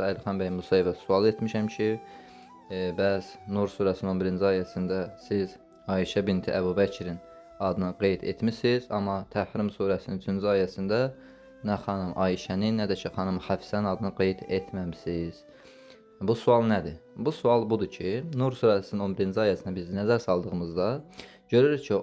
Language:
Azerbaijani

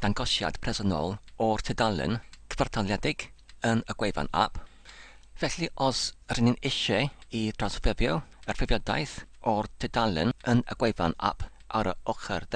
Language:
Welsh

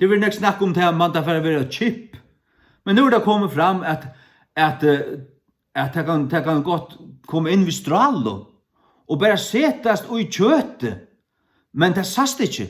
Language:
Faroese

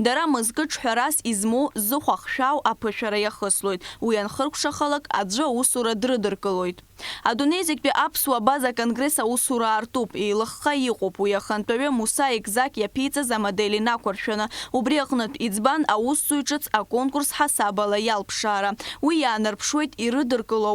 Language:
Abkhazian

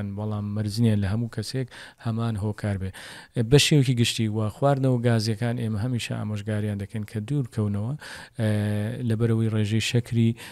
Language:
Central Kurdish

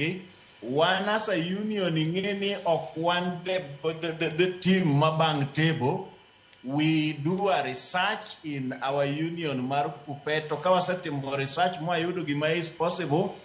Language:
Luo (Kenya and Tanzania)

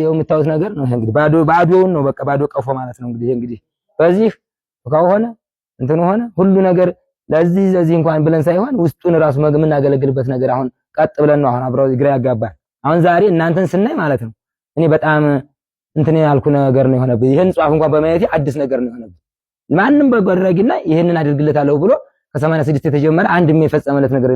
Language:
Amharic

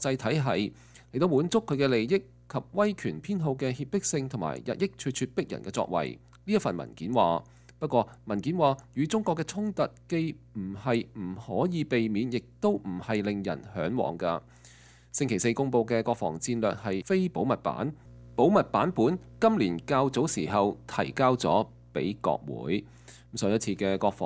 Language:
Cantonese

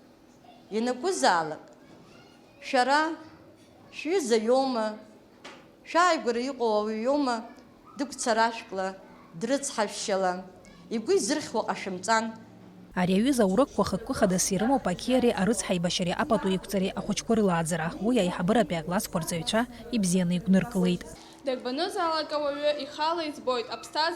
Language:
Abkhazian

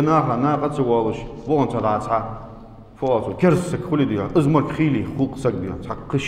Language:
Ingush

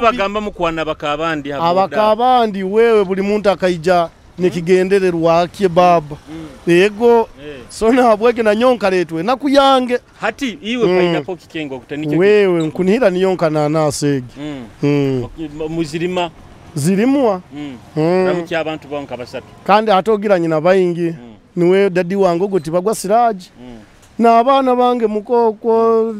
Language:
Nyoro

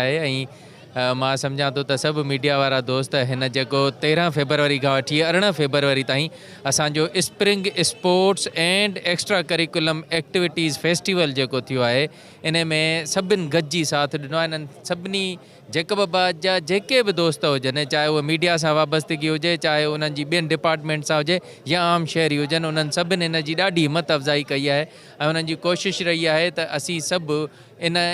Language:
Sindhi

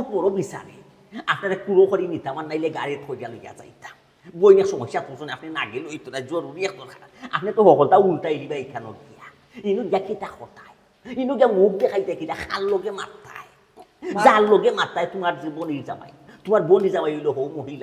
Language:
Sylheti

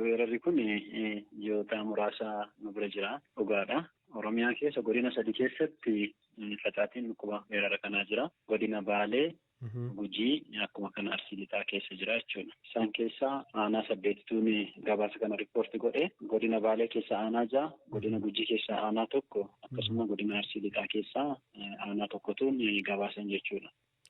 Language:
Oromo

